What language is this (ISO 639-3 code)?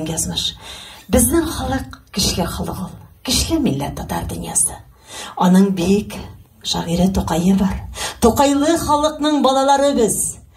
tat